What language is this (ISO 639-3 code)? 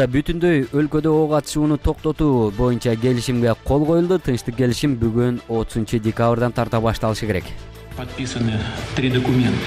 kir